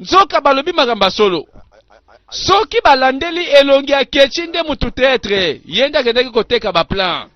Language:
Lingala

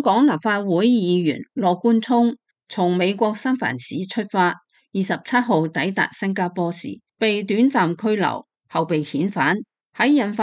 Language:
Cantonese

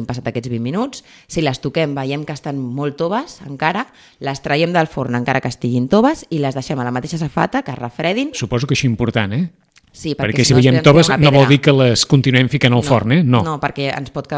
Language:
Catalan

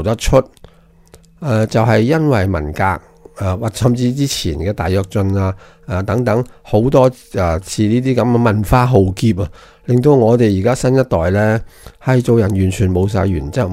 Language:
Cantonese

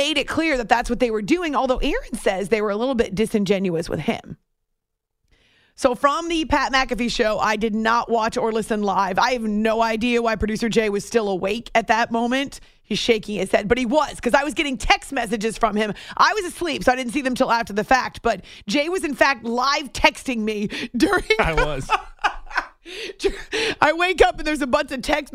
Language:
English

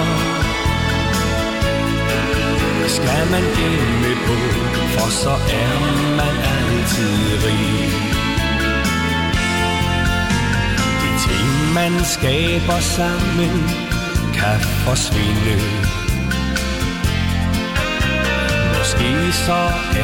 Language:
Danish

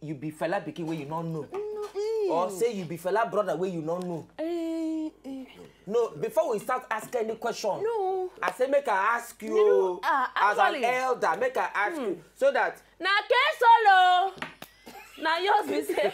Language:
Nigerian Pidgin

